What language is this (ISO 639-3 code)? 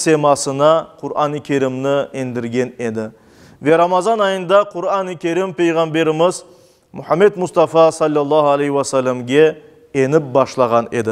crh